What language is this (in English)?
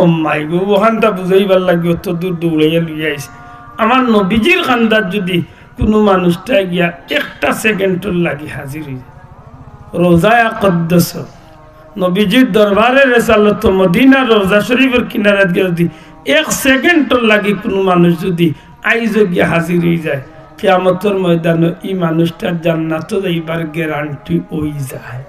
Sylheti